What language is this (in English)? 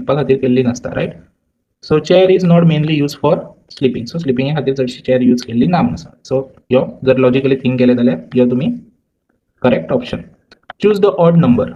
Konkani